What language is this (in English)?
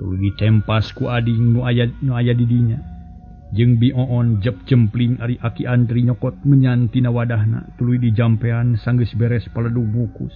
Sundanese